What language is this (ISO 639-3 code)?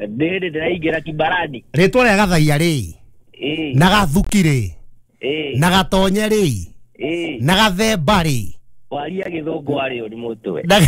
kik